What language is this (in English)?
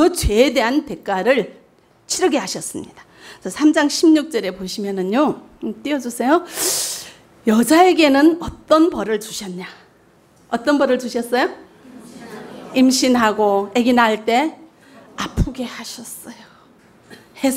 Korean